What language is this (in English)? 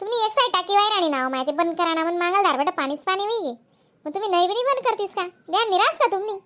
Khandesi